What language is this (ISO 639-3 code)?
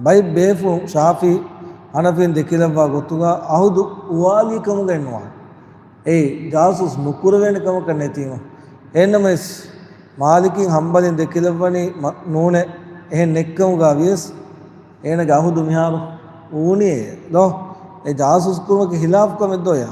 div